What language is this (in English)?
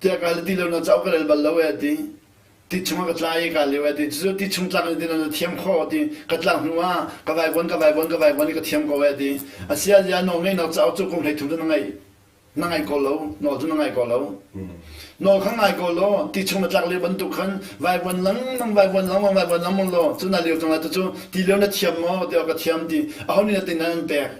Hakha Chin